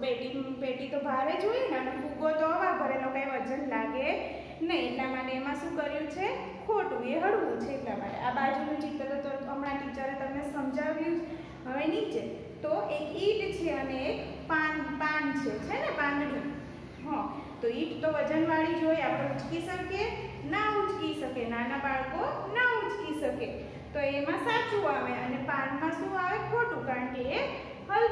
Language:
Gujarati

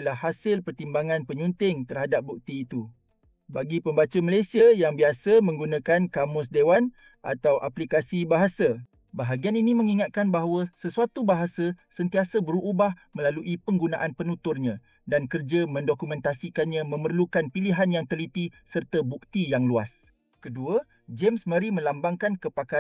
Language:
Malay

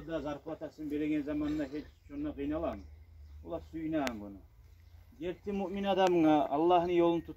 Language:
Kumyk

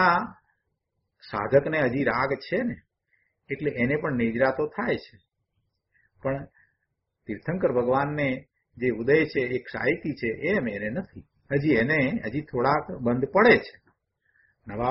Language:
Gujarati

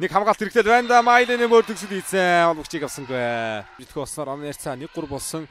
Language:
Mongolian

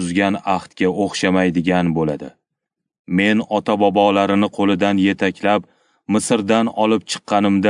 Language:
Uzbek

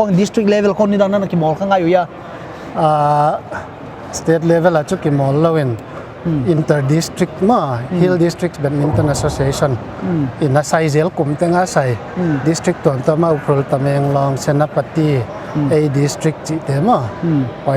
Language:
Paite Chin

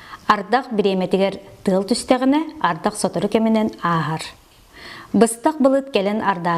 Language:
Yakut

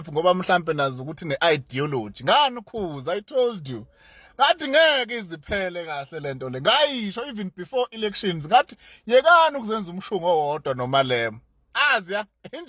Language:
Zulu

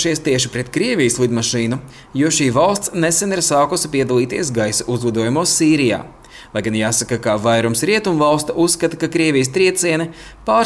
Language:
Latvian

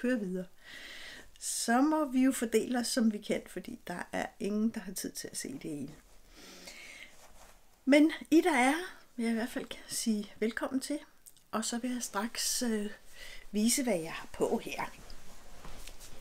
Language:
Danish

